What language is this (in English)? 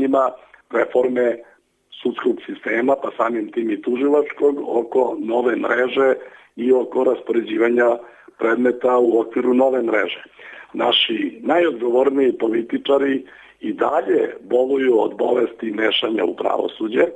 Serbian